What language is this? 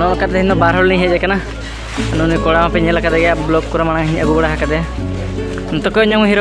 Santali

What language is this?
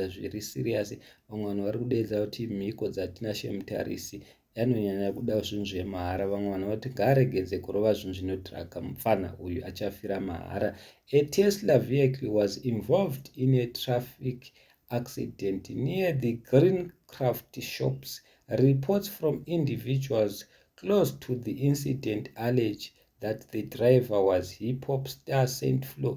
Shona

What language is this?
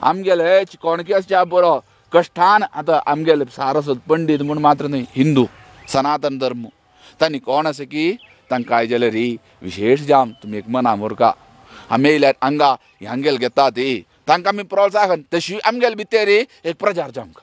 Konkani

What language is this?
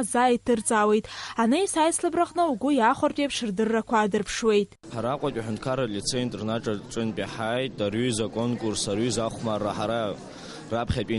Abkhazian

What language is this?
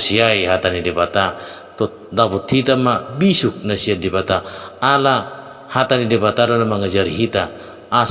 Batak Toba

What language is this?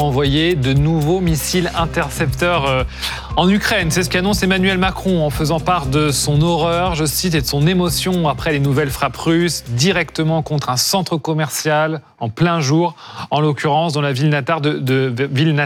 French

